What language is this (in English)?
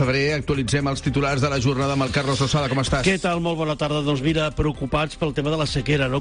Catalan